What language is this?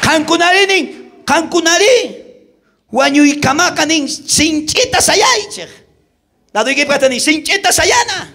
South Bolivian Quechua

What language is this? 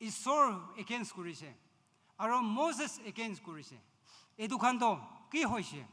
Naga Pidgin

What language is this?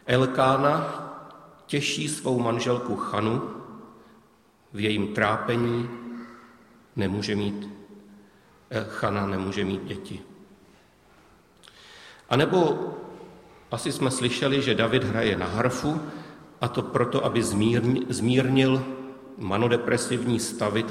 Czech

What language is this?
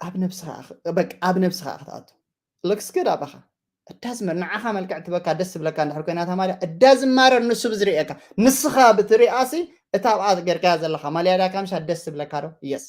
Tigrinya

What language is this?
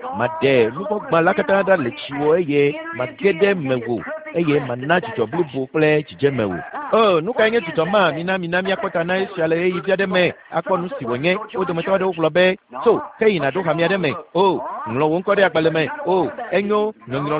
Ewe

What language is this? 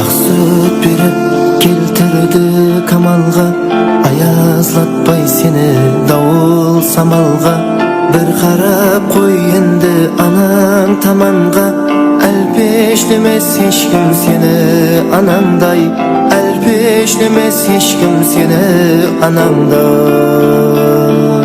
Kara-Kalpak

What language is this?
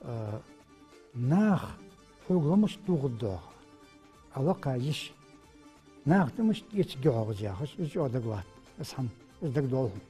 Ingush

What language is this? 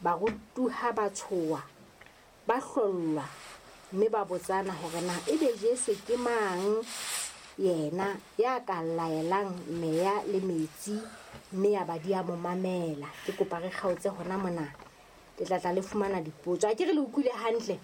Southern Sotho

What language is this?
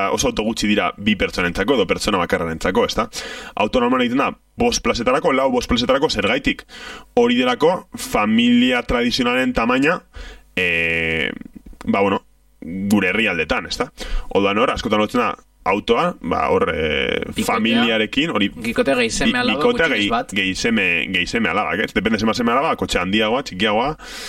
Basque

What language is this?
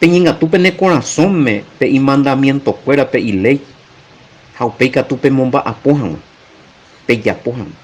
Guarani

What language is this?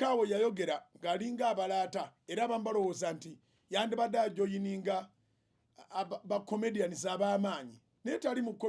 Ganda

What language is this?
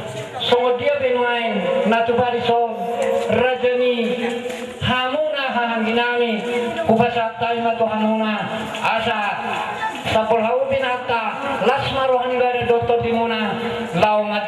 Batak Toba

